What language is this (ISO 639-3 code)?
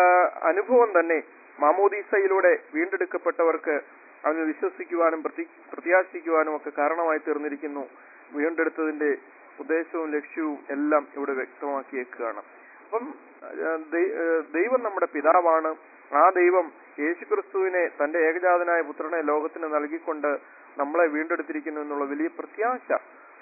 mal